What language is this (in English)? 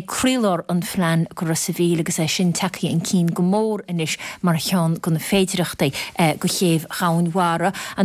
Irish